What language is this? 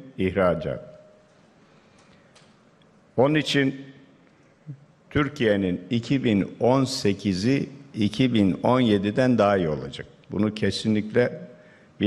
Turkish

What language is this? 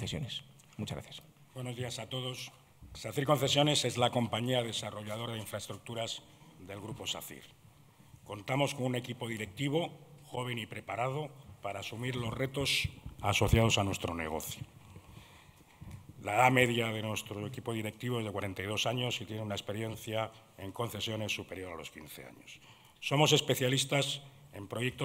Spanish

